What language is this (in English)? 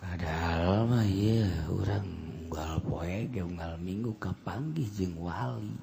Sundanese